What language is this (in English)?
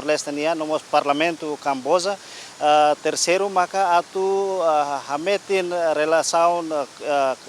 Tetum